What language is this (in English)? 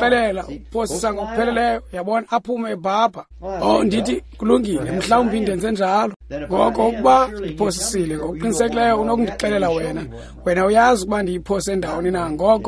Xhosa